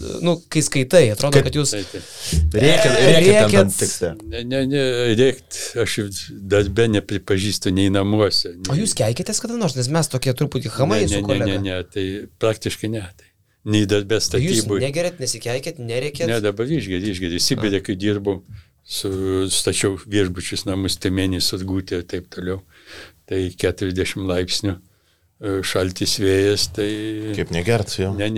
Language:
Lithuanian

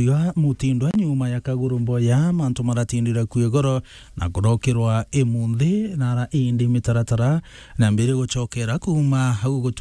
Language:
Meru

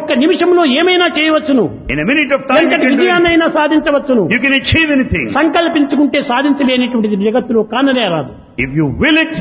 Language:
Telugu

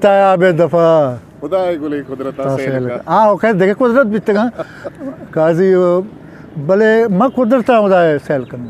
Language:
Eastern Balochi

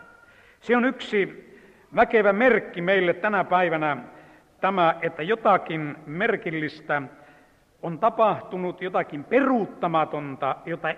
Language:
Finnish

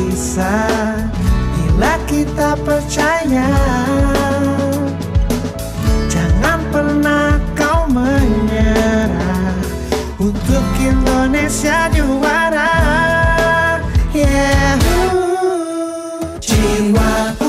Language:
Indonesian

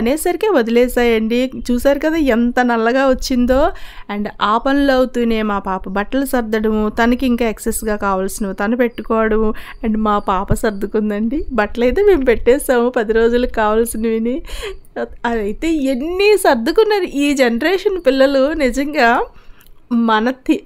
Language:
Telugu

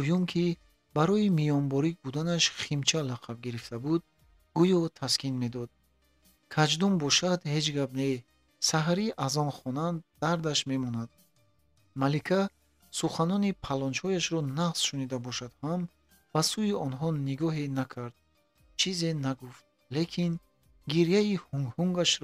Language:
Tajik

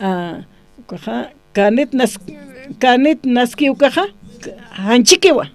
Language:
Aymara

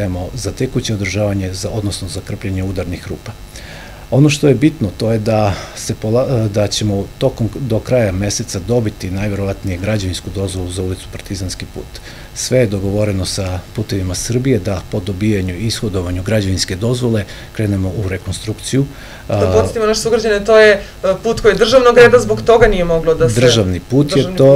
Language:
Serbian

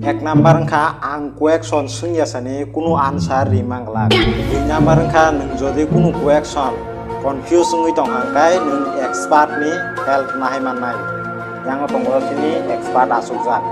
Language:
Kok Borok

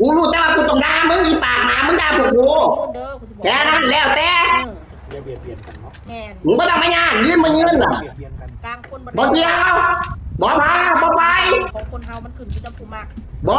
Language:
Northeastern Thai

